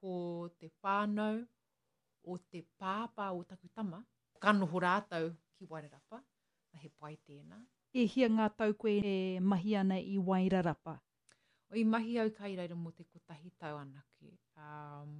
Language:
Māori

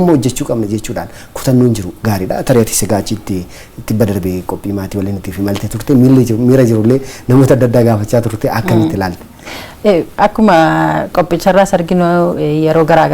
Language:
Oromo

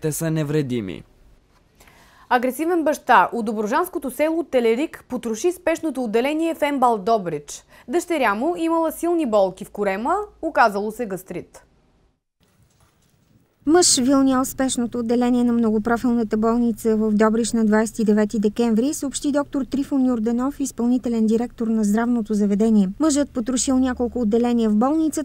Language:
Bulgarian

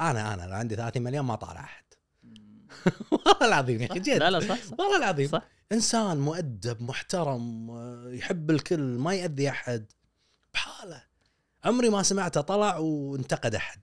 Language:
Gulf Arabic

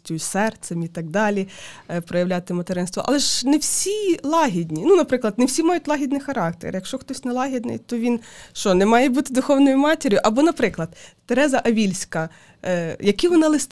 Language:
Ukrainian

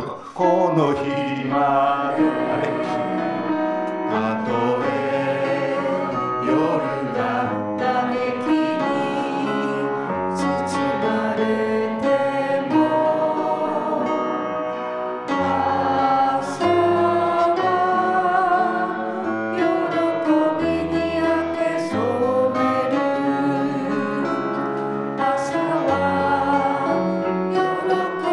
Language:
Japanese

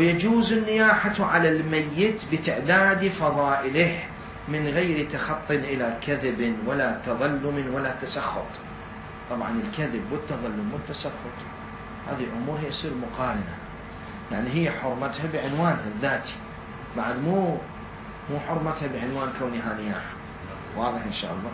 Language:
Mesopotamian Arabic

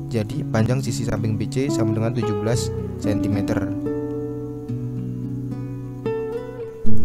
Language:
Indonesian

